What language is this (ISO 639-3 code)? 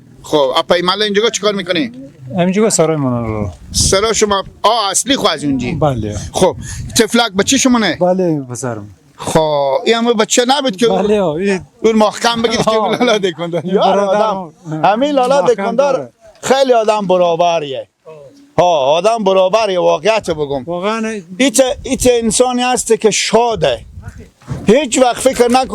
fas